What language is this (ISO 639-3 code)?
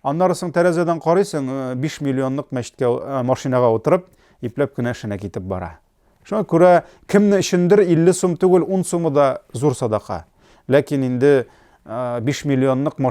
tat